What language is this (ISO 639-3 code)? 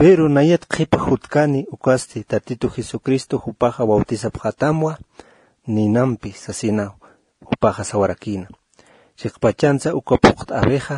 aym